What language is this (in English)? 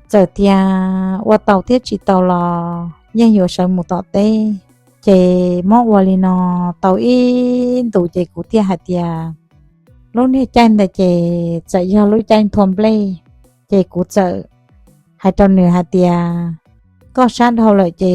Hmong